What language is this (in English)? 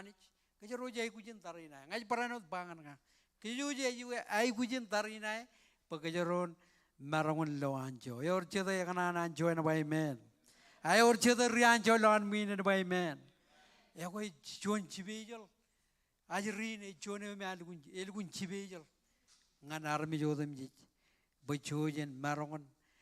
Marshallese